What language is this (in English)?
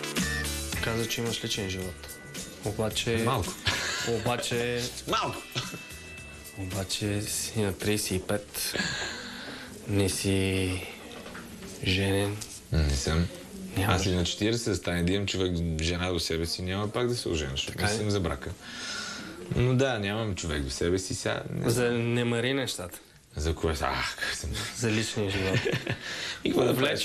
Bulgarian